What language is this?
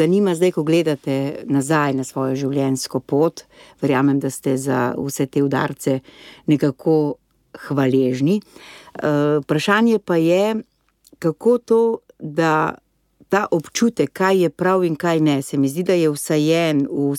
Slovenian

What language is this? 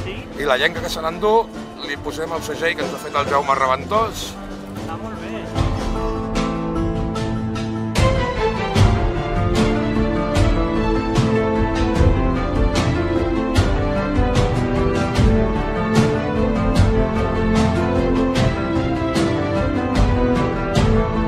Catalan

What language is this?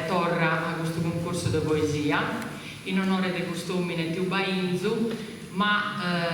Sardinian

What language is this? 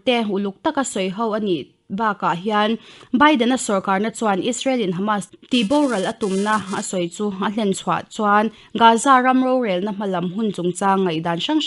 Mizo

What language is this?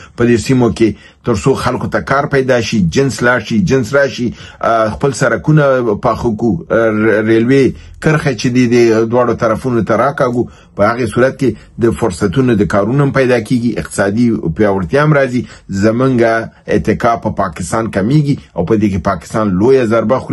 Pashto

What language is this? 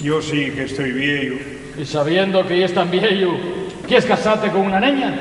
Asturian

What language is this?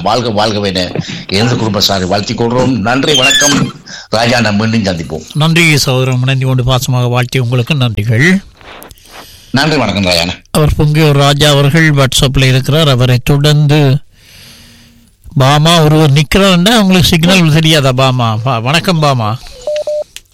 Tamil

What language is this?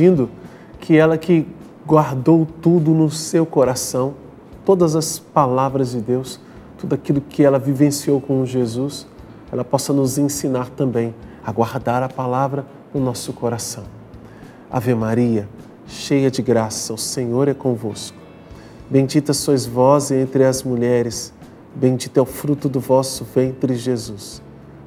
Portuguese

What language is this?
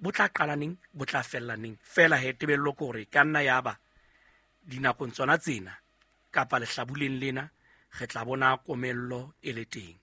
Southern Sotho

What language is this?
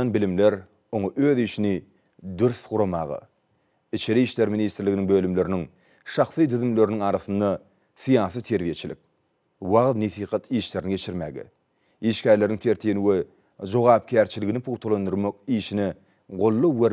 Turkmen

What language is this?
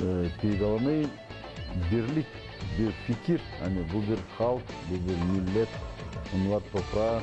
Gagauz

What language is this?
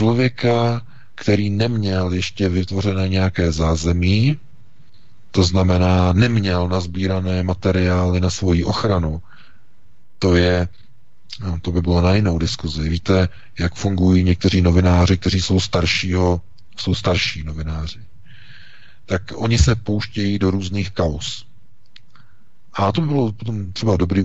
Czech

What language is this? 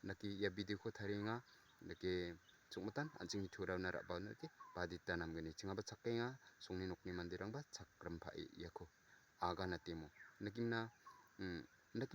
Garo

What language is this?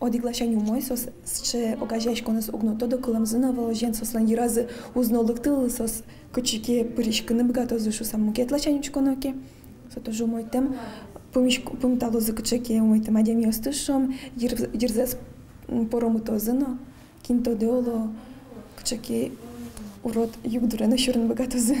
Udmurt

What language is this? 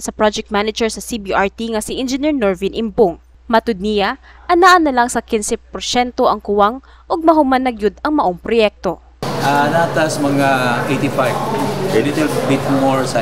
Cebuano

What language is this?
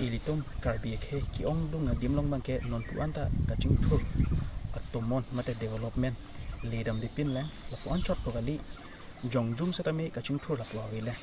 Karbi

